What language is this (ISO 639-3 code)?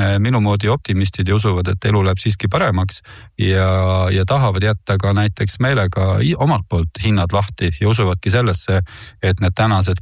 est